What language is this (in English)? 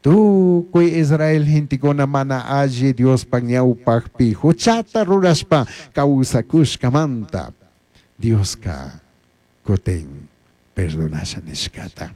Chimborazo Highland Quichua